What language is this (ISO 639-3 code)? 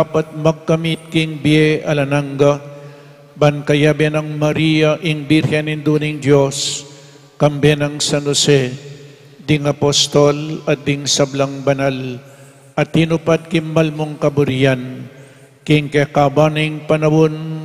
pam